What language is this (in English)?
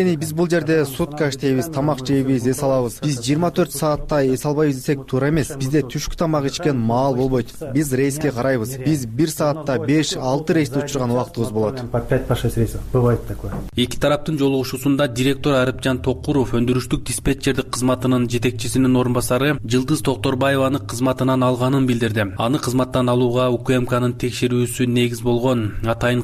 Kyrgyz